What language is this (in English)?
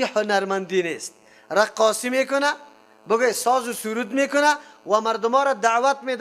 Persian